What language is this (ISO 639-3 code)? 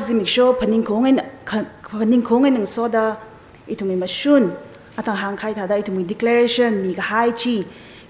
nmf